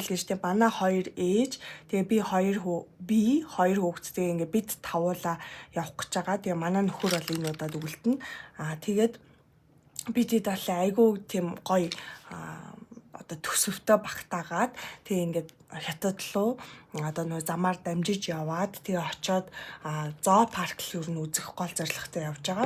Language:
Mongolian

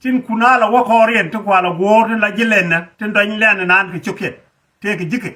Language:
Nuer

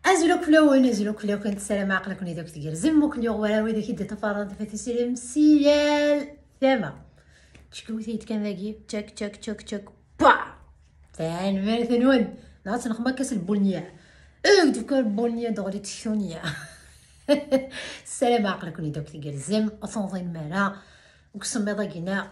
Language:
Kabyle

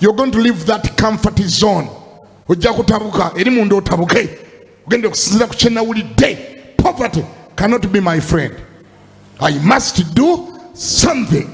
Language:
Ganda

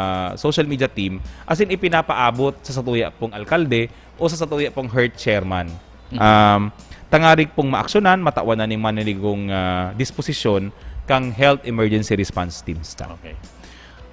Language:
Bikol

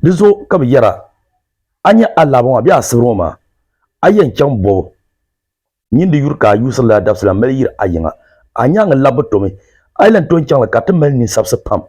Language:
Dagbani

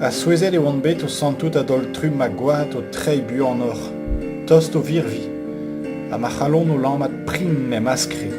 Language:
Breton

